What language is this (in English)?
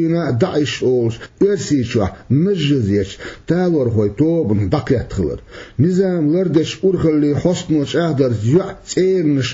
Chechen